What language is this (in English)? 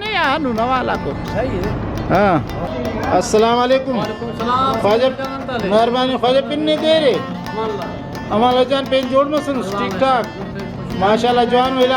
Brahui